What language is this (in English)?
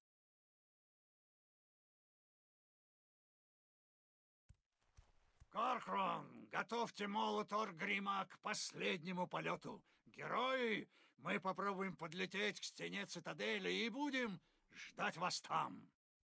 Russian